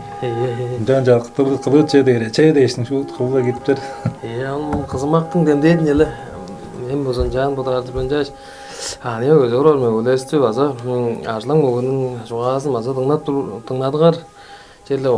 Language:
Tuvinian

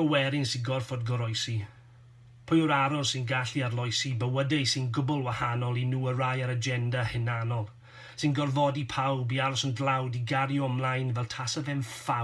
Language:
Welsh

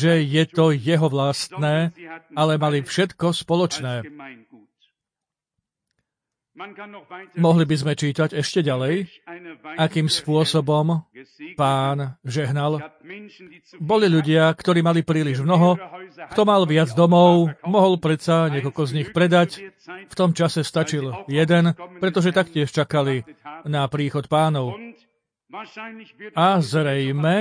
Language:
Slovak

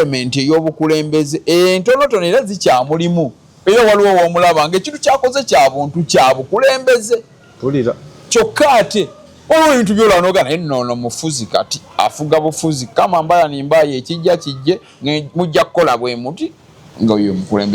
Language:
Ganda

